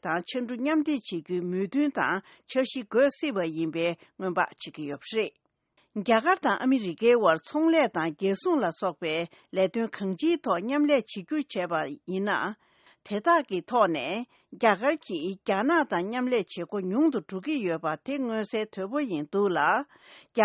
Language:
Tibetan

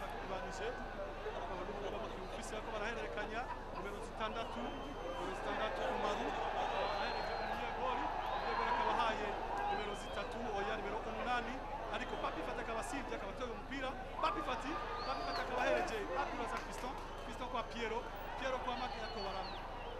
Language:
Rundi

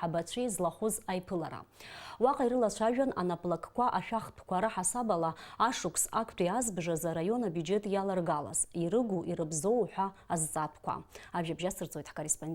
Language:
Abkhazian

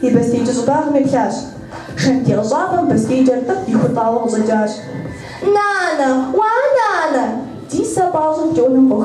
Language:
Kabardian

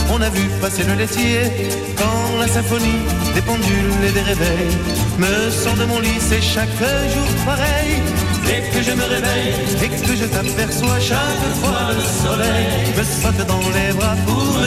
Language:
French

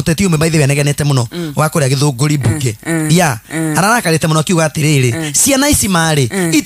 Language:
Kikuyu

